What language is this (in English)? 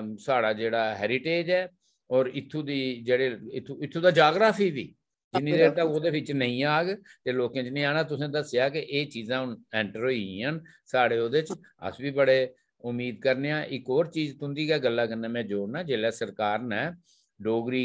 Dogri